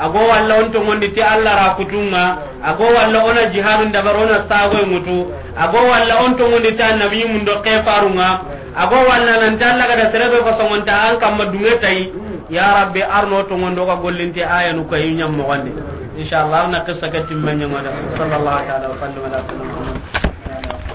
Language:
Soninke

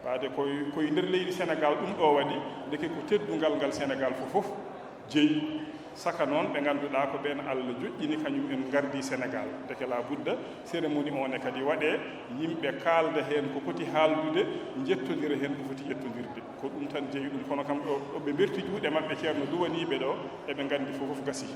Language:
Fula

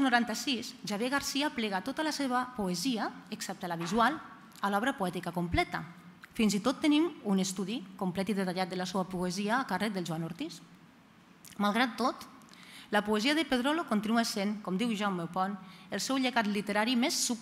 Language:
Catalan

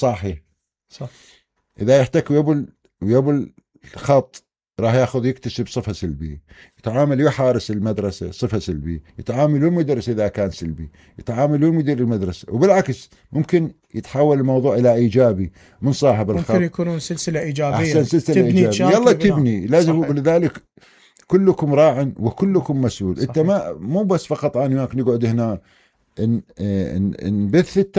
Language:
Mesopotamian Arabic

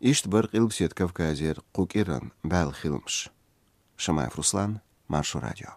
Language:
Chechen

